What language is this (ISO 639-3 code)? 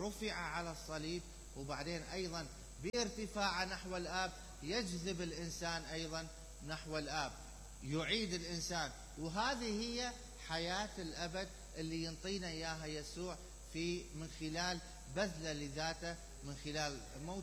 acm